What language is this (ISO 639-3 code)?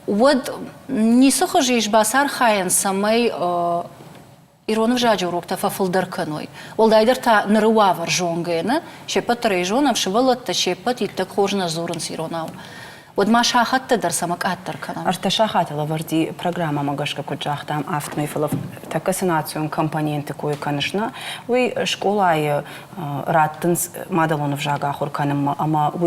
oss